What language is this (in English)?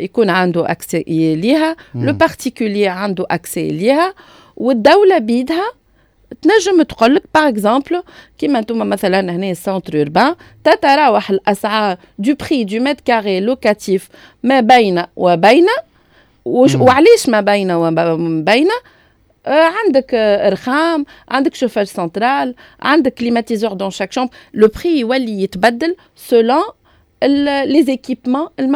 Tunisian Arabic